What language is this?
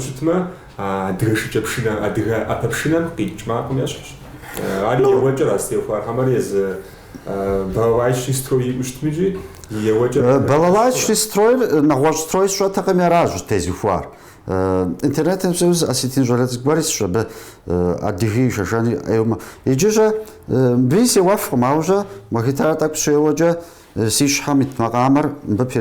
Kabardian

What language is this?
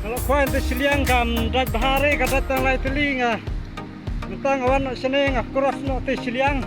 Khasi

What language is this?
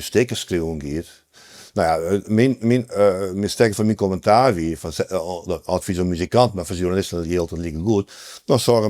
Western Frisian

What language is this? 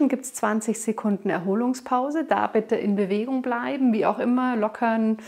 German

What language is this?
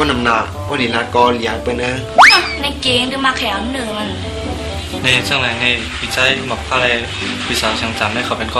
Shan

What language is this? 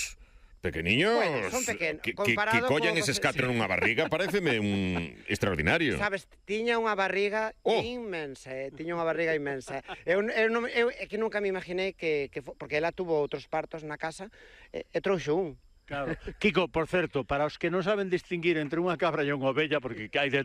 Galician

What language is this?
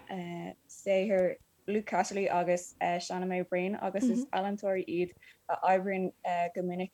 Irish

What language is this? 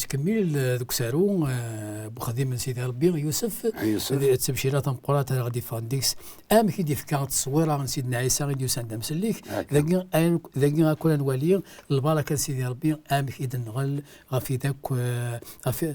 Kabyle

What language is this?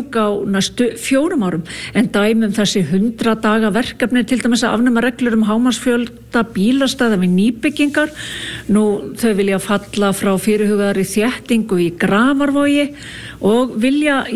Icelandic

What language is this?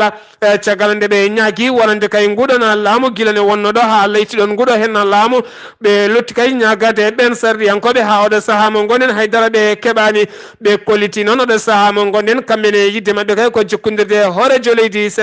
Fula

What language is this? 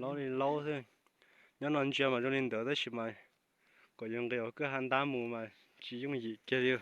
Hmong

